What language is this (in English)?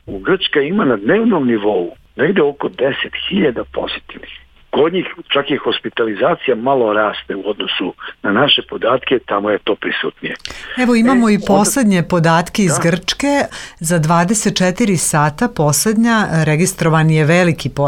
Serbian